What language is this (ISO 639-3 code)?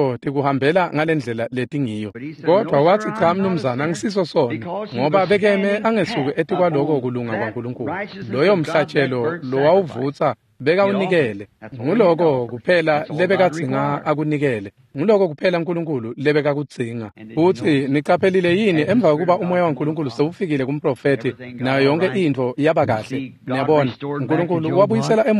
ssw